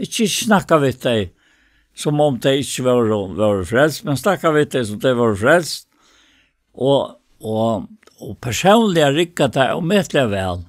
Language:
Faroese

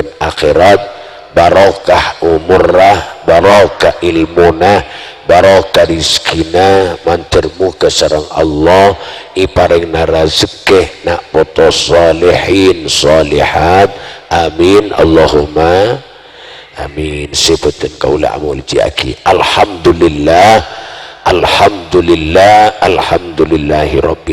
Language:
Madurese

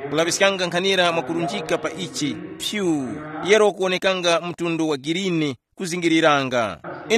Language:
Tumbuka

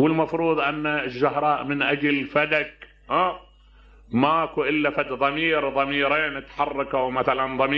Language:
Mesopotamian Arabic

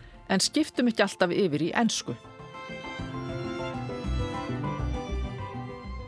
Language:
Icelandic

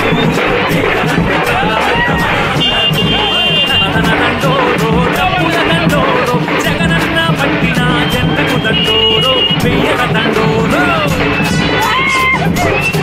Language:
Telugu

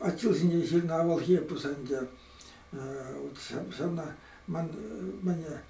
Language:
Chuvash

